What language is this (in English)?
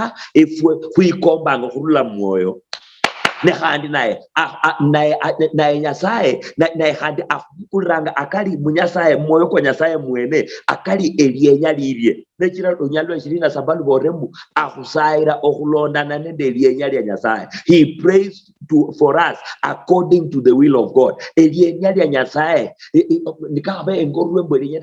Luyia